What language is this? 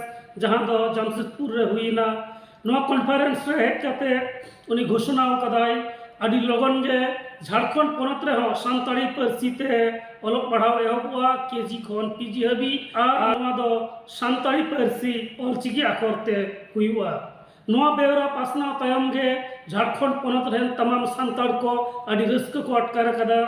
Santali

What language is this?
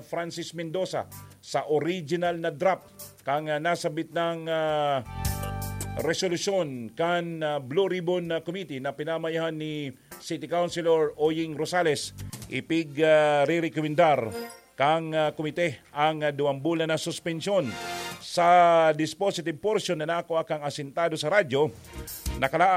Bikol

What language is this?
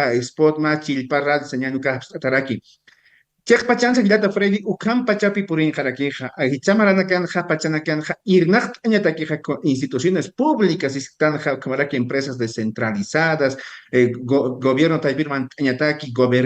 Aymara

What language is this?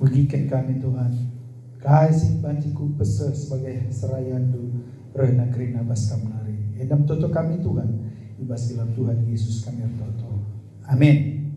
Batak Karo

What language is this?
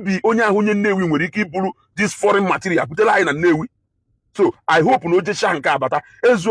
Igbo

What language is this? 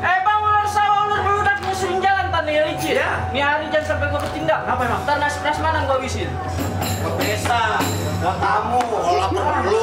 Betawi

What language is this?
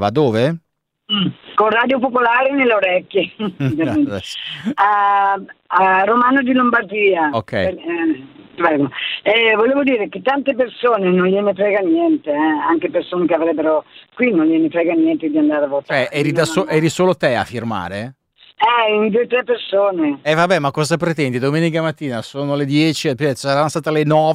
Italian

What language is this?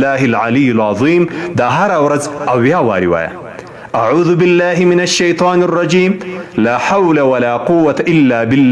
Pashto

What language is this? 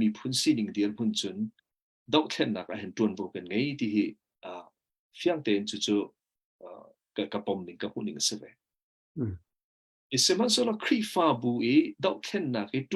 Hakha Chin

